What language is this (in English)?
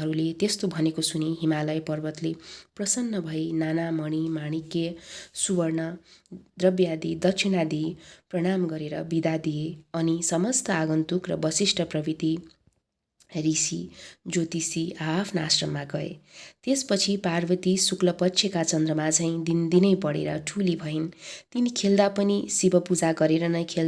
Nepali